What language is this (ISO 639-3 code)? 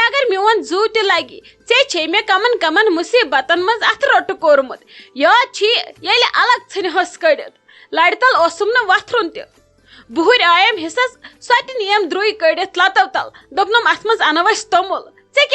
kas